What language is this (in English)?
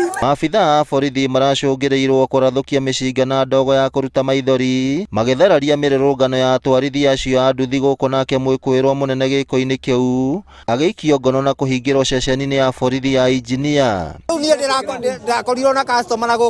Kikuyu